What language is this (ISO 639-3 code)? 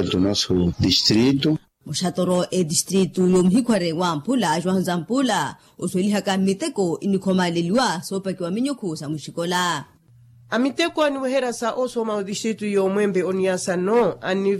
vmw